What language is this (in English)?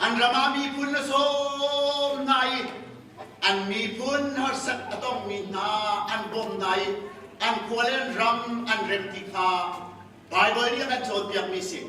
Hakha Chin